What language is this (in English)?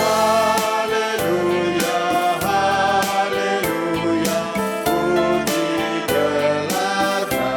Batak Karo